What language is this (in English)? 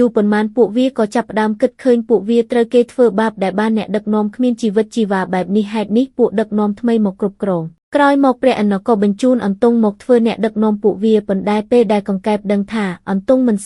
Khmer